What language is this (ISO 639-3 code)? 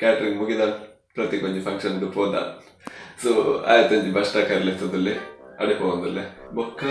tcy